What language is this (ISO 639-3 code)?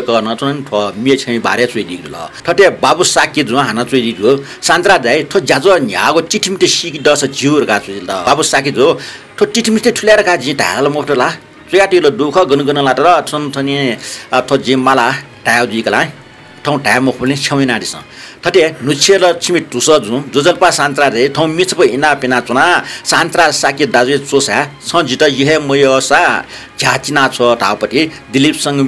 new